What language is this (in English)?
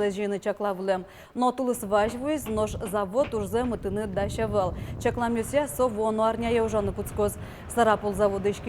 Udmurt